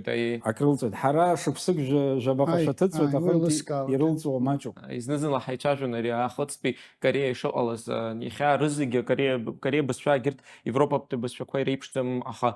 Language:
Abkhazian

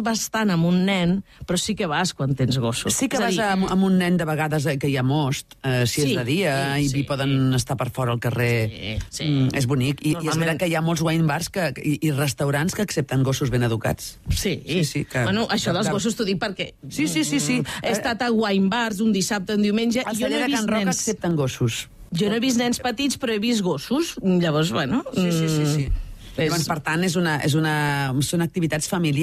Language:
Catalan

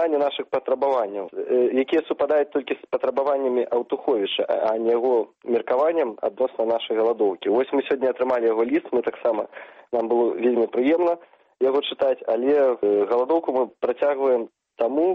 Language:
Belarusian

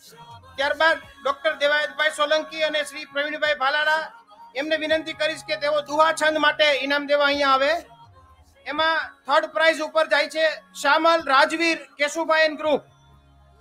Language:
Gujarati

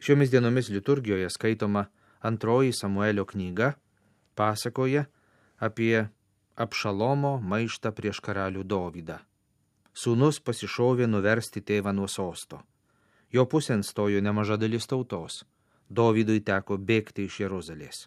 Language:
Lithuanian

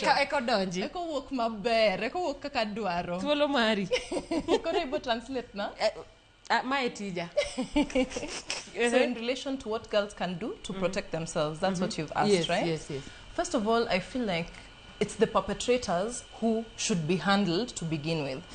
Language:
Luo (Kenya and Tanzania)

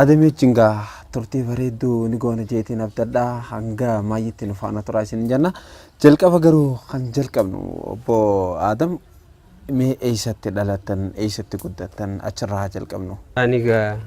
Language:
Oromo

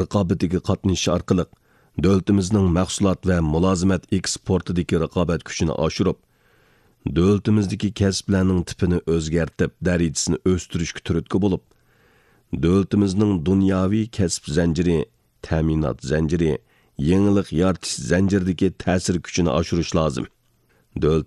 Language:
Uyghur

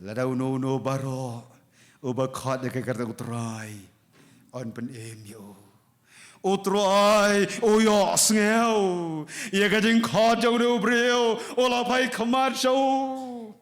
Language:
Khasi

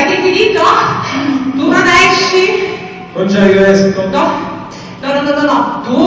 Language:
Neapolitan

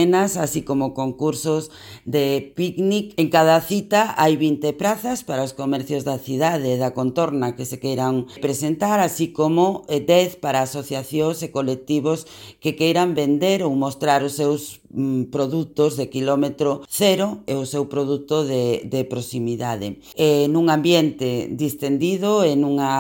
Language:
Galician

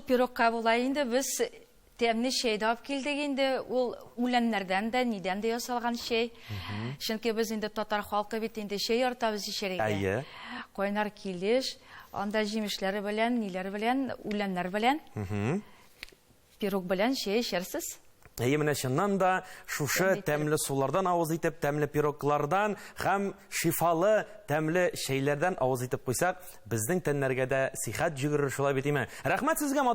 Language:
Tatar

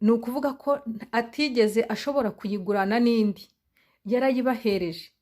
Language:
Kinyarwanda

